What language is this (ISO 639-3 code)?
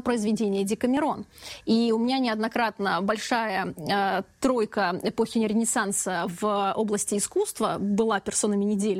rus